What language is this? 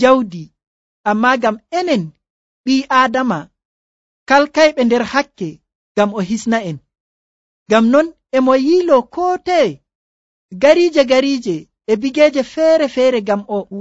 Nigerian Fulfulde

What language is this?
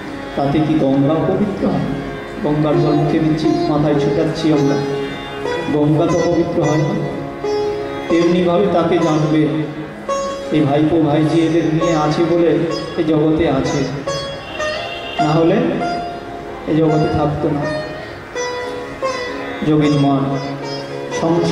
Bangla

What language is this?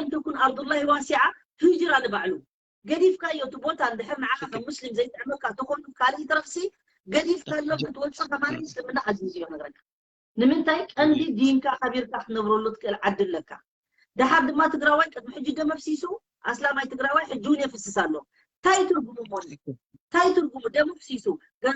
Tigrinya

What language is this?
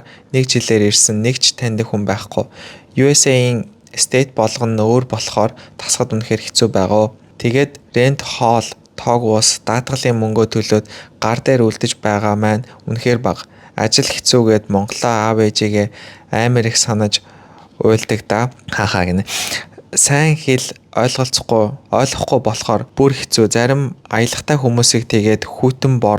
Mongolian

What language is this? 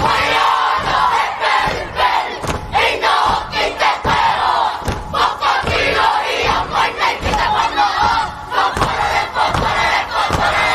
Māori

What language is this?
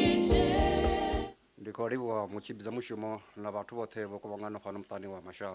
Venda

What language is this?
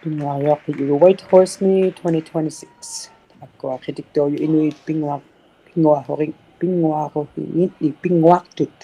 Inuktitut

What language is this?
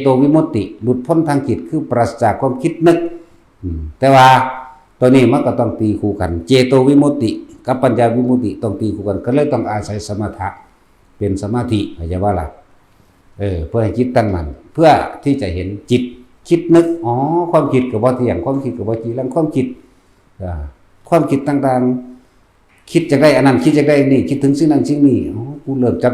Northeastern Thai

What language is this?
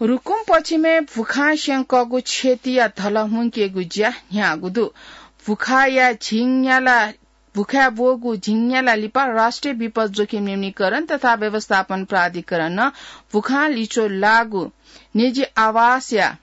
Newari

